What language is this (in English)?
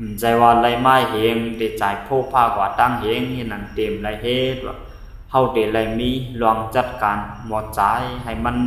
Shan